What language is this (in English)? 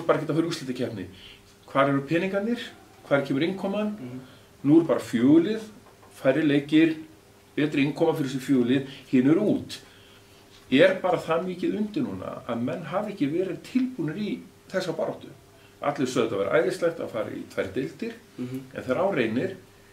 Icelandic